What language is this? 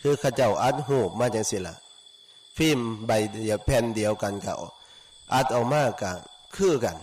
Northeastern Thai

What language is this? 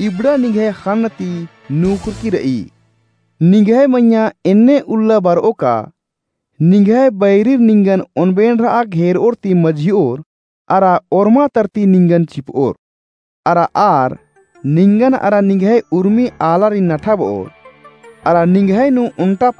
Kurukh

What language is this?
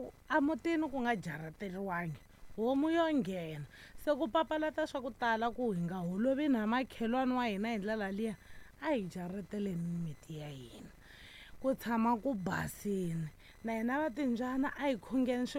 Tsonga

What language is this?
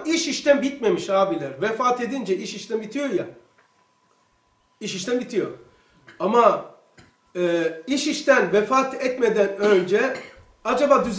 Turkish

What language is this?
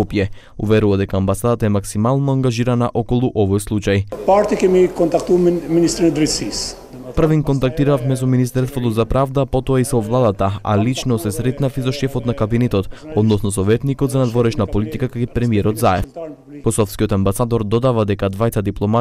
Macedonian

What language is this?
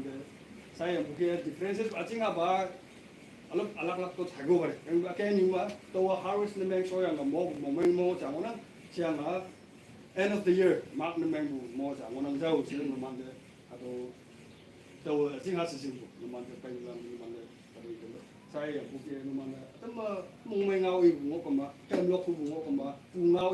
Naga Pidgin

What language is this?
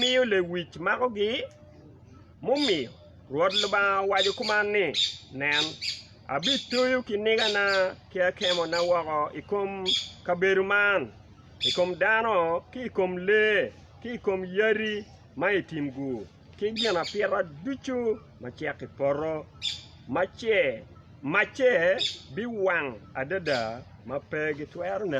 Acoli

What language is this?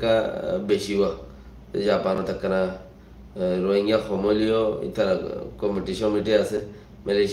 Rohingya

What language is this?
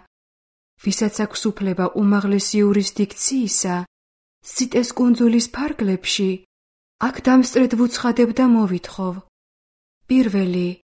Georgian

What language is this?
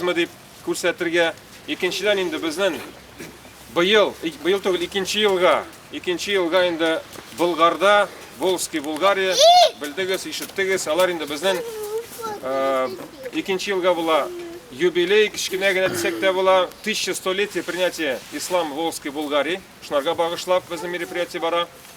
Tatar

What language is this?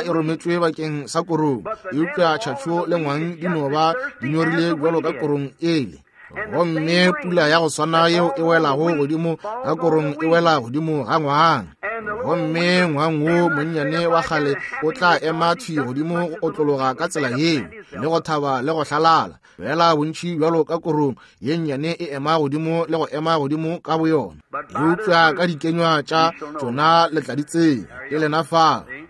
Northern Sotho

